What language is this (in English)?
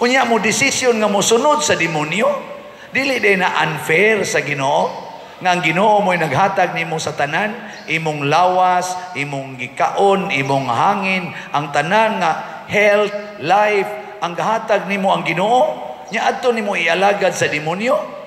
Cebuano